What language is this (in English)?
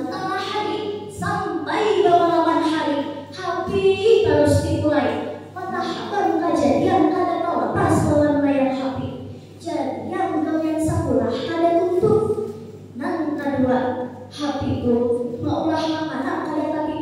Banjar